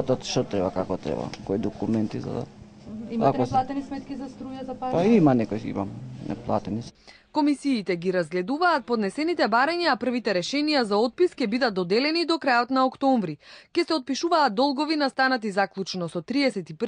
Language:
Macedonian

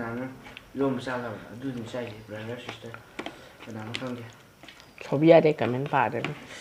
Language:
Manipuri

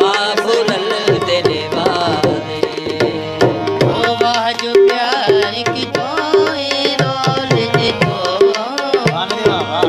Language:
Saraiki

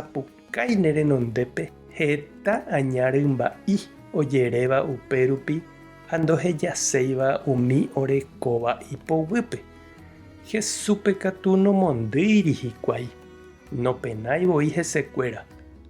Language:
Guarani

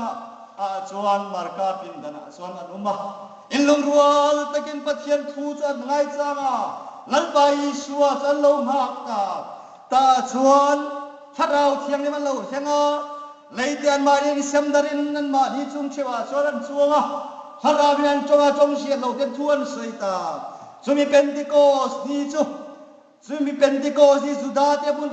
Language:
Hmar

